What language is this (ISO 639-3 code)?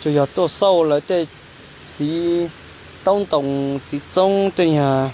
hmn